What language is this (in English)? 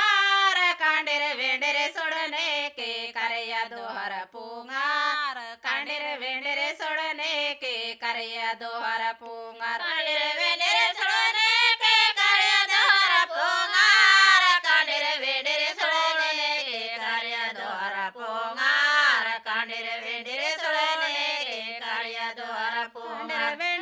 Gondi